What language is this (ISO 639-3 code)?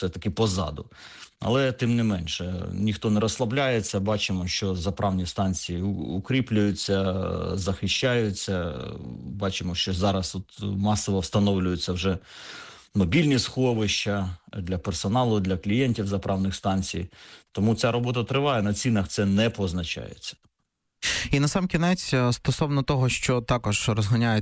ukr